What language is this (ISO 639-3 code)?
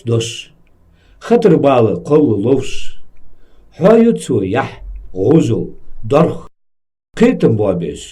inh